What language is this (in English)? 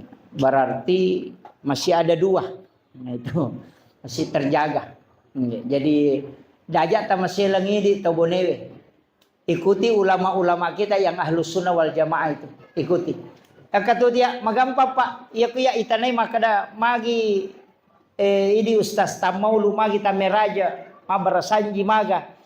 Buginese